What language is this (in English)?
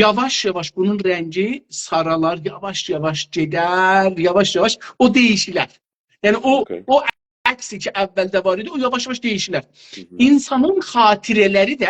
South Azerbaijani